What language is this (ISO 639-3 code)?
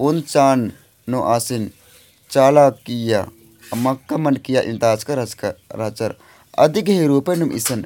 kru